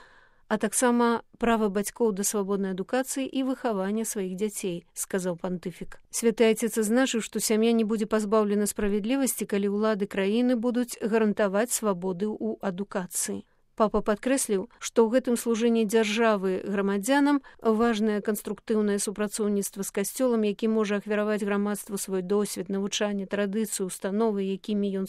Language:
Belarusian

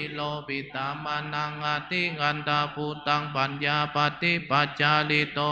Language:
Pali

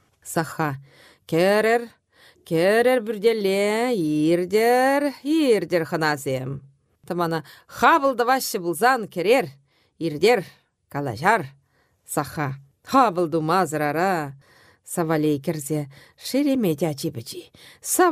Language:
Chuvash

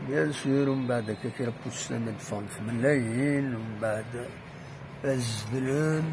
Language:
Kabyle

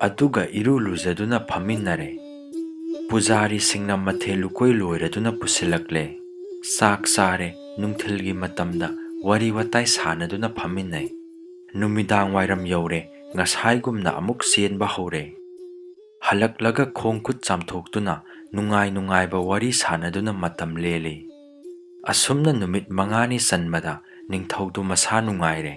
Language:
Manipuri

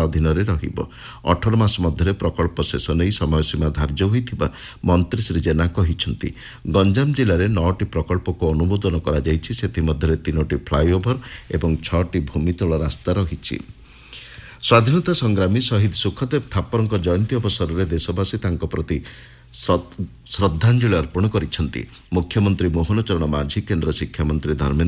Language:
Odia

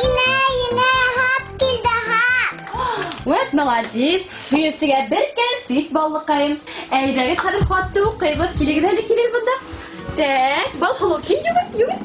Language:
Bashkir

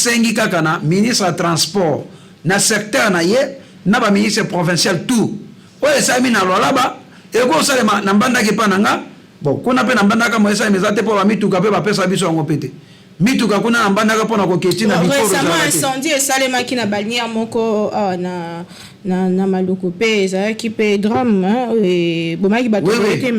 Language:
Lingala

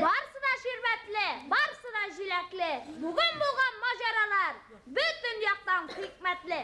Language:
Bashkir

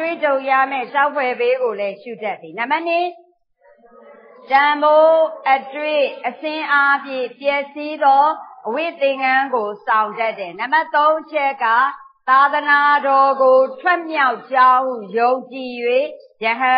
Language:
Burmese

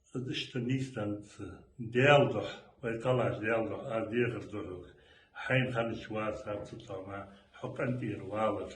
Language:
Chechen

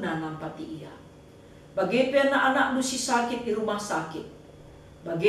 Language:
Batak Karo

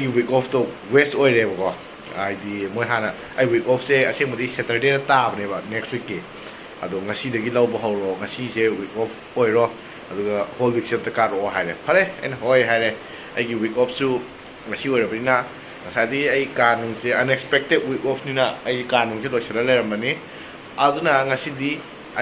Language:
Manipuri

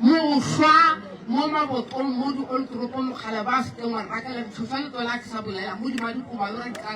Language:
Northern Sotho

